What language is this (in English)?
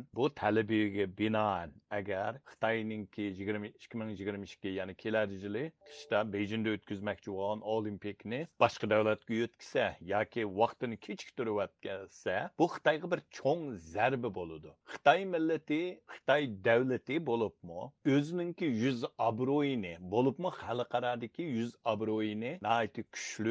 Uyghur